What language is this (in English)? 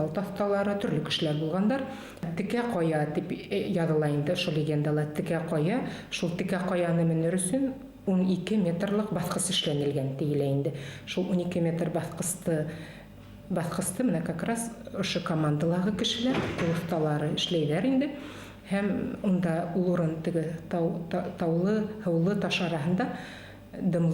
Bashkir